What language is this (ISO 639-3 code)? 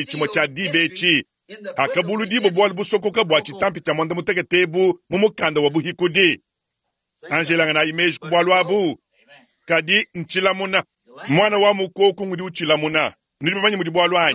lua